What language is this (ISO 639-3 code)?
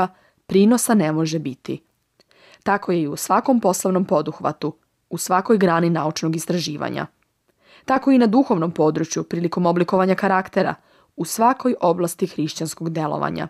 srp